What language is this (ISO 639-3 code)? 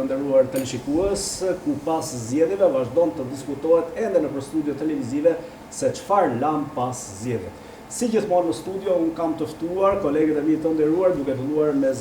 sqi